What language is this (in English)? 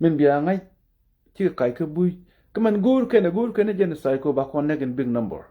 Nuer